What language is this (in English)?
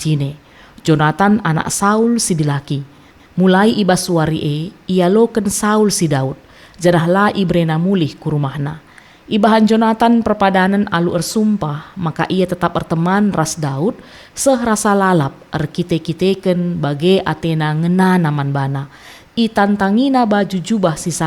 Batak Karo